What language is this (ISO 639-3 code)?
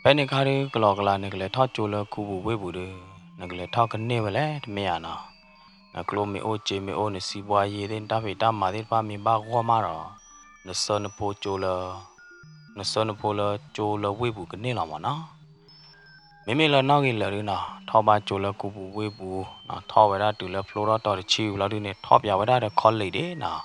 ksw